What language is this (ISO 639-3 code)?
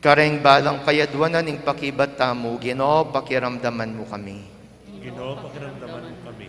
pam